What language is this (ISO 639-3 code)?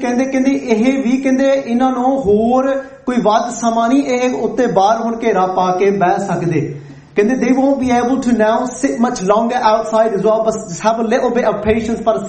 pan